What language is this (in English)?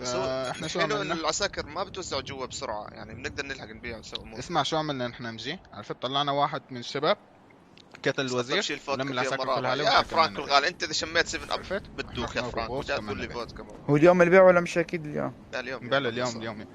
North Levantine Arabic